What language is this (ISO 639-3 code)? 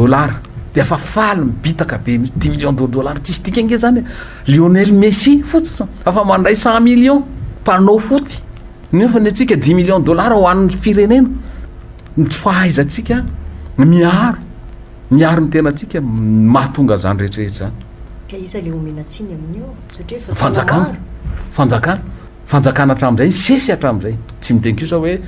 mlg